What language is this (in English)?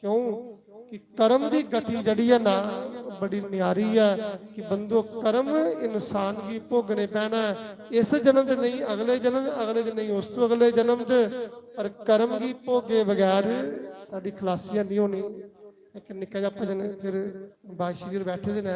Dogri